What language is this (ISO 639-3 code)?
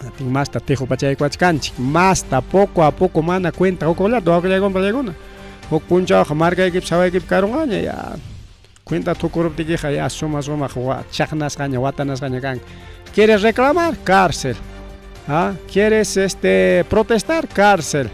quy